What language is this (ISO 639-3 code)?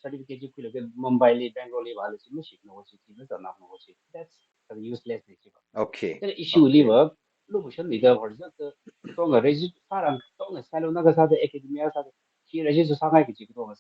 nmf